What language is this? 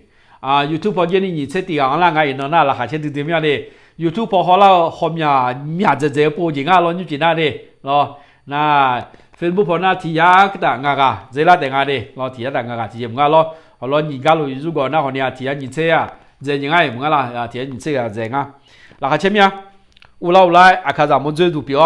Akha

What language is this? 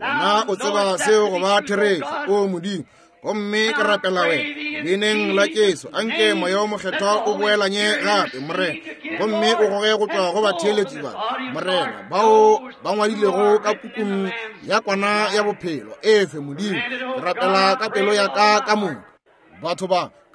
Northern Sotho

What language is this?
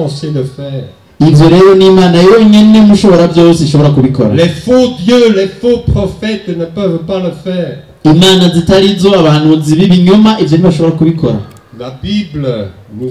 Rundi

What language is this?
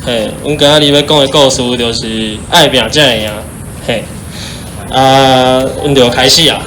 Min Nan Chinese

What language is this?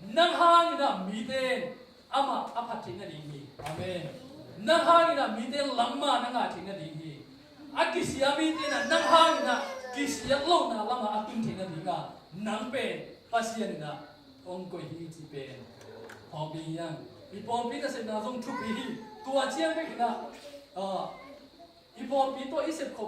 Tedim Chin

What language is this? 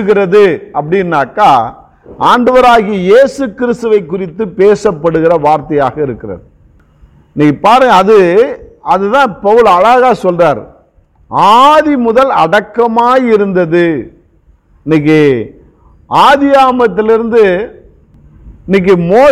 Tamil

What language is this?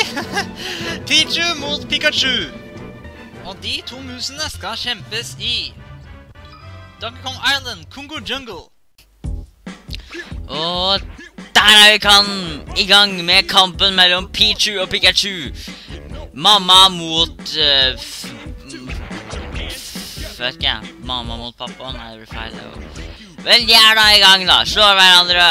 Norwegian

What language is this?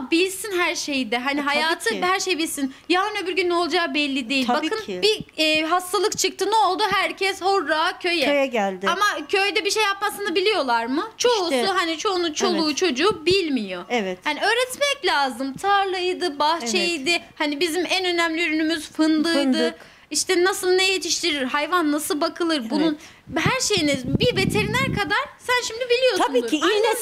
Turkish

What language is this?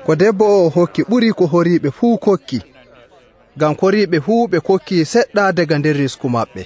Nigerian Fulfulde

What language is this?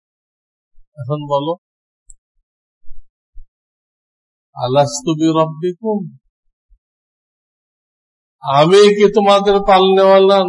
Bangla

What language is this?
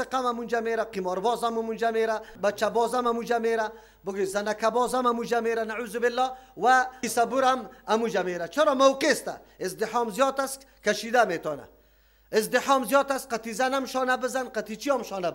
Persian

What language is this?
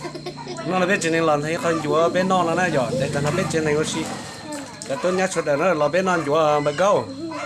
Hmong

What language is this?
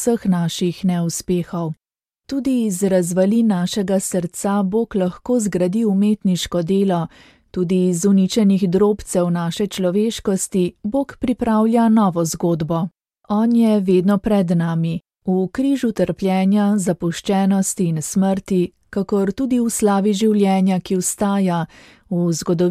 Slovenian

